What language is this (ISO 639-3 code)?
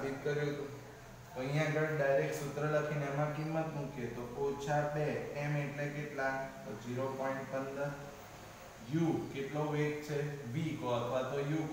guj